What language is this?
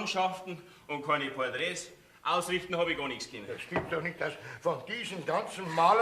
Bavarian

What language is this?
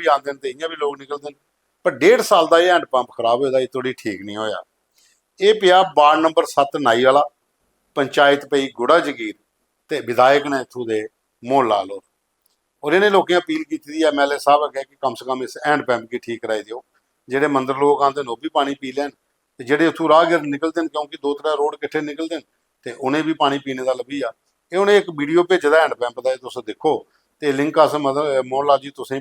Dogri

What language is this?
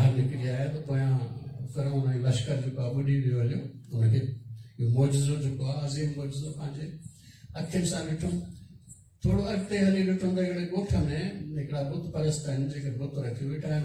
Sindhi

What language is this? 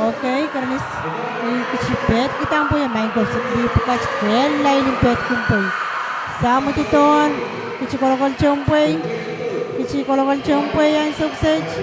Pohnpeian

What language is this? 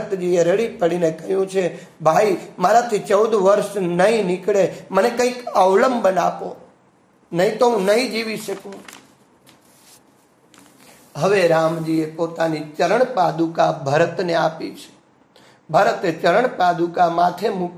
Gujarati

